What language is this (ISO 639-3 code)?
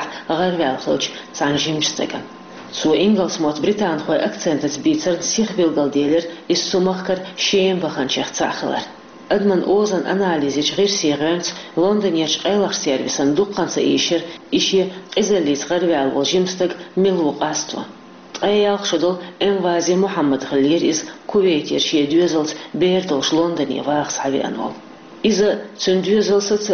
che